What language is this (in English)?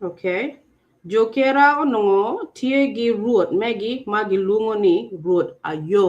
Acoli